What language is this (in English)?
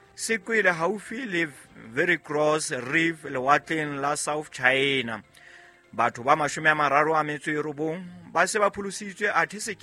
Southern Sotho